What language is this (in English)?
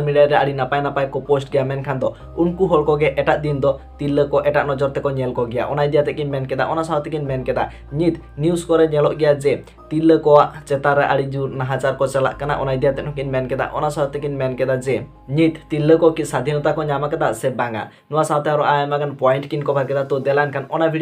Santali